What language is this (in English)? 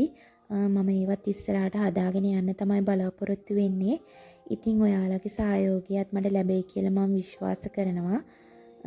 Sinhala